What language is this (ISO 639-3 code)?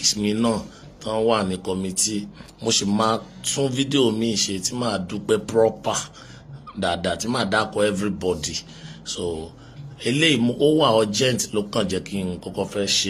yor